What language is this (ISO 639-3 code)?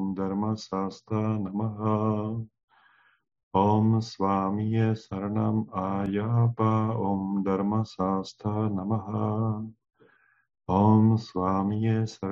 ces